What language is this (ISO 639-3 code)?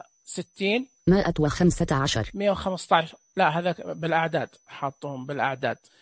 ars